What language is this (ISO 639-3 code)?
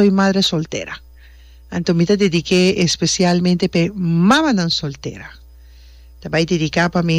pap